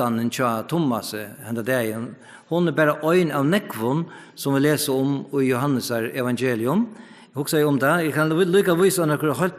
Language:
Faroese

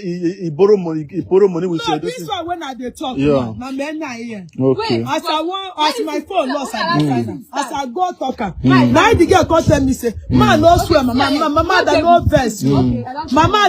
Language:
Nigerian Pidgin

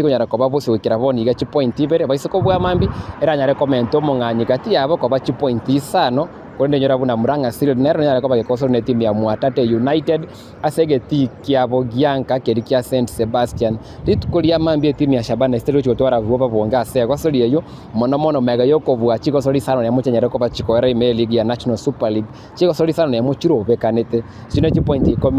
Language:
Gusii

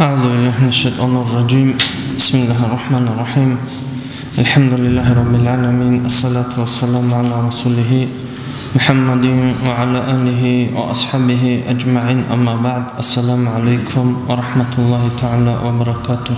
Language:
Avaric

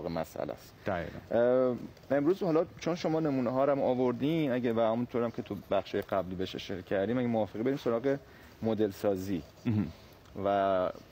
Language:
Persian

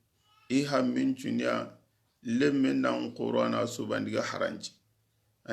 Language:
Soninke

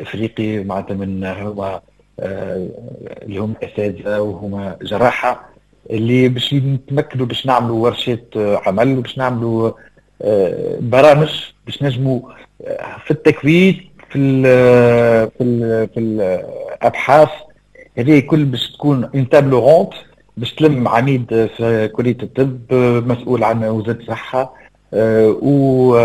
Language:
Tunisian Arabic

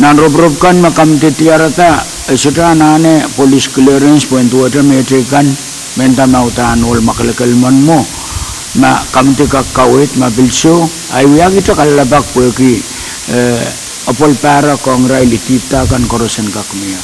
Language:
Pohnpeian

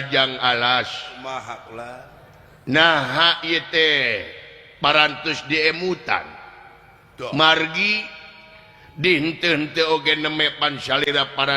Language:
Sundanese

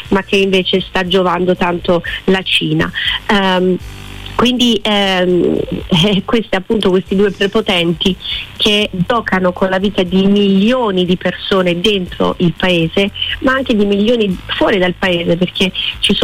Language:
Italian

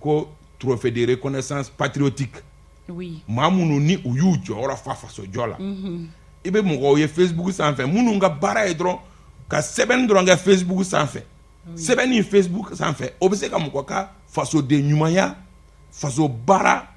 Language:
Bambara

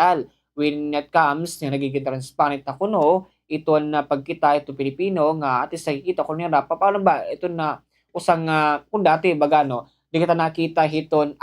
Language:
Waray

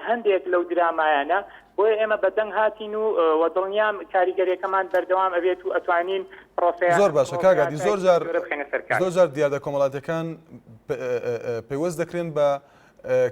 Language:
Central Kurdish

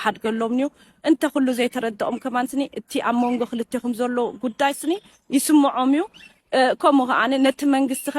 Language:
Tigrinya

